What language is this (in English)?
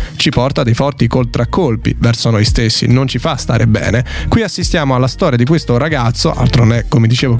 Italian